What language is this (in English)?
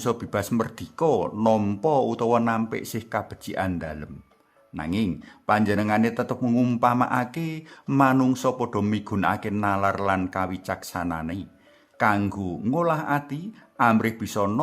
Javanese